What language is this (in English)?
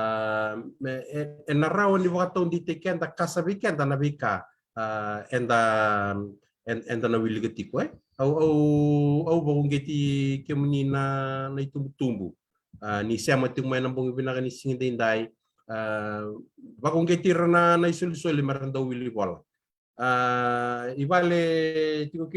Fijian